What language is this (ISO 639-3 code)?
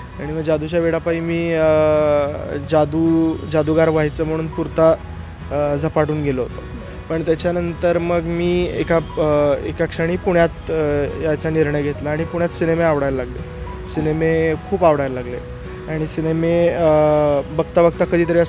mar